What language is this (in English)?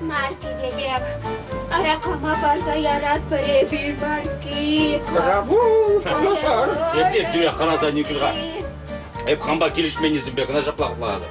Chuvash